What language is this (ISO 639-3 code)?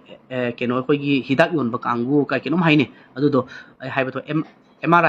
mni